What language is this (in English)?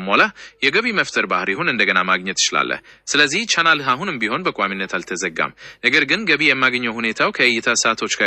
Amharic